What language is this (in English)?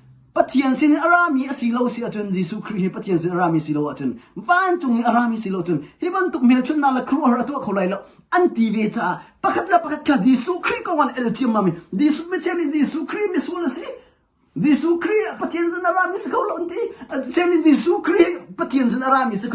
Hakha Chin